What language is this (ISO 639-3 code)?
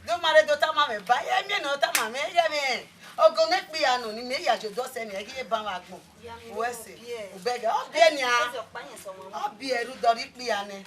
bin